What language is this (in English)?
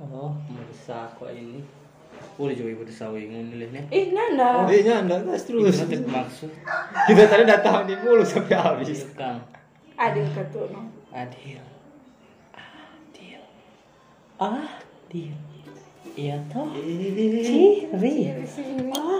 Manado Malay